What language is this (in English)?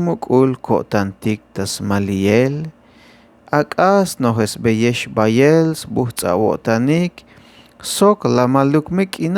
Tzeltal